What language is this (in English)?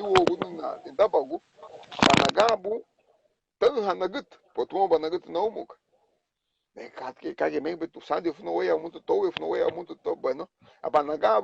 Garifuna